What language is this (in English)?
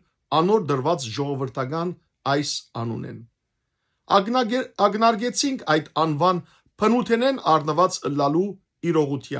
Western Armenian